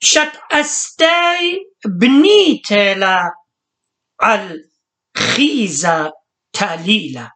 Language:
Assyrian Neo-Aramaic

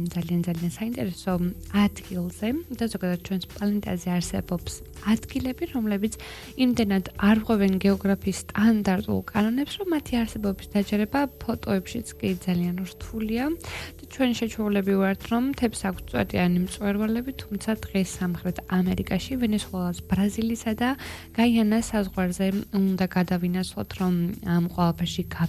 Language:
Georgian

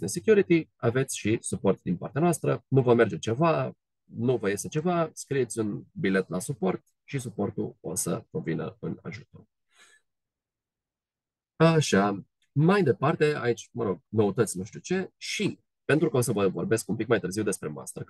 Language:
Romanian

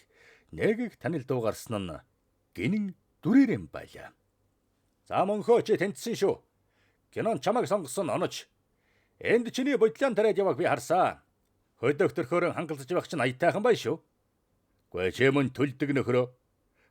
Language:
Mongolian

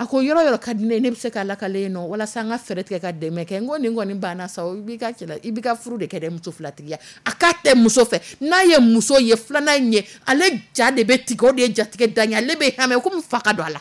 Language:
Dyula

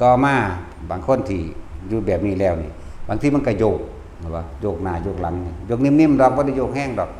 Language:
Lao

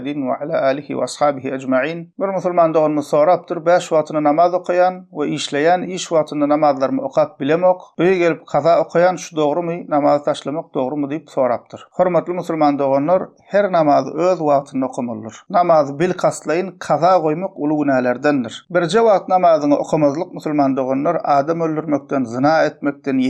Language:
Turkmen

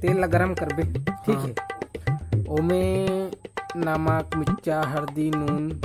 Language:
Chhattisgarhi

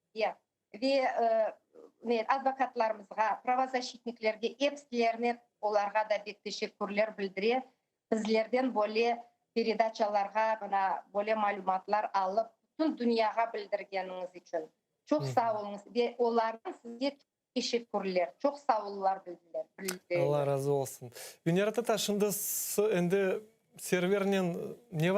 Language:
Crimean Tatar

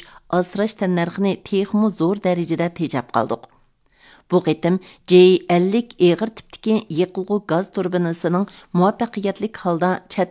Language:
Uyghur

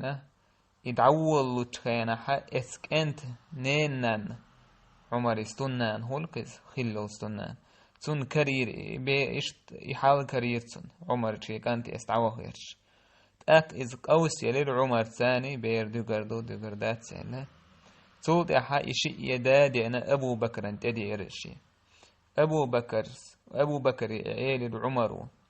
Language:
Chechen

